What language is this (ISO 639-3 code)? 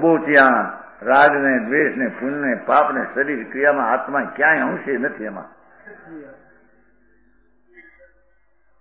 guj